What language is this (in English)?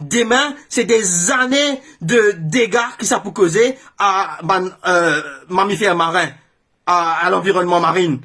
Morisyen